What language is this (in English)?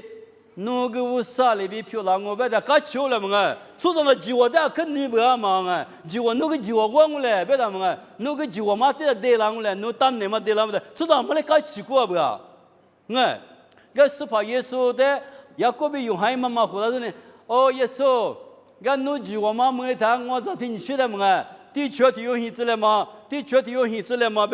Lisu